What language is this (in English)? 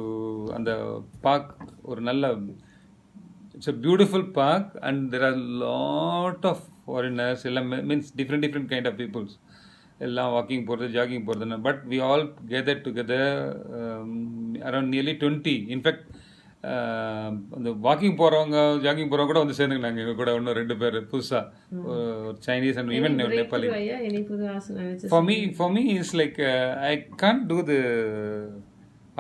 Tamil